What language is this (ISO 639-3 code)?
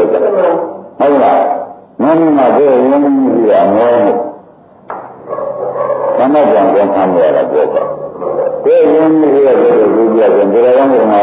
mya